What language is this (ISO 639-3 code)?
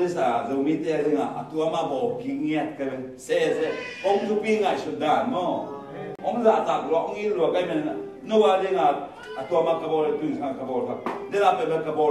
ctd